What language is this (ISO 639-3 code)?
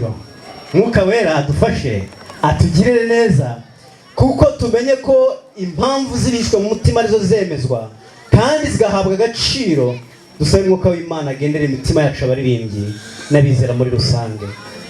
kin